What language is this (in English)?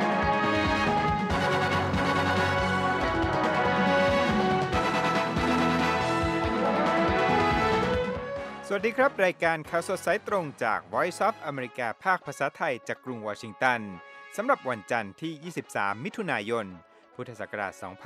Thai